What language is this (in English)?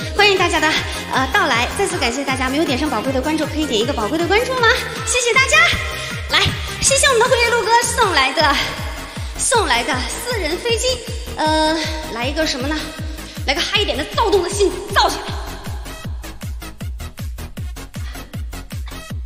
Chinese